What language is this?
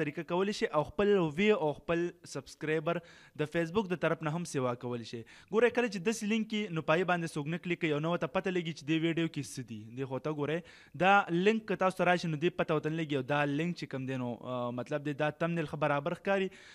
Pashto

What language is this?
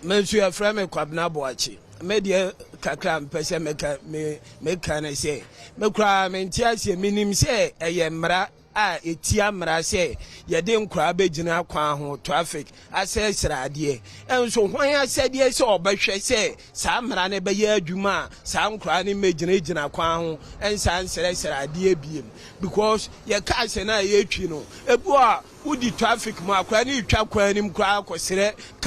Akan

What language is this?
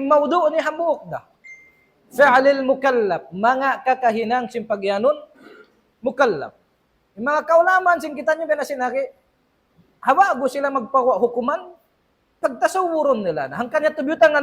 Tausug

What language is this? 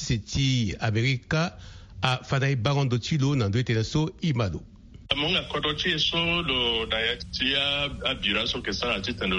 Sango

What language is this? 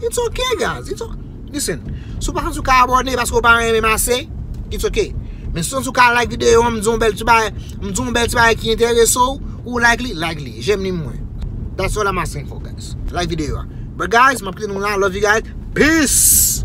Haitian Creole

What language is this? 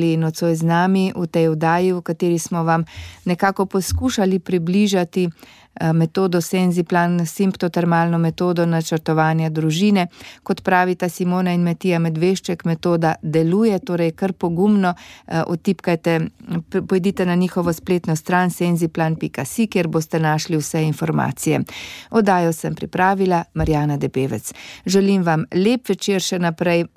Slovenian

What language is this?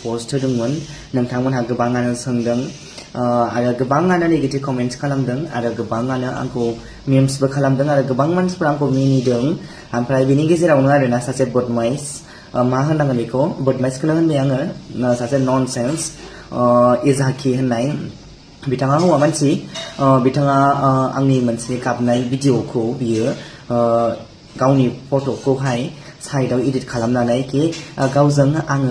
Bodo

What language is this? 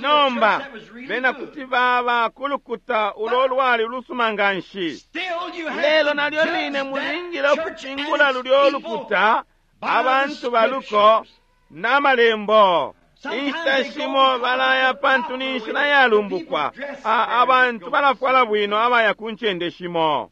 Bemba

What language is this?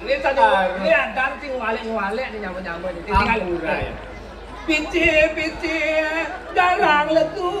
Balinese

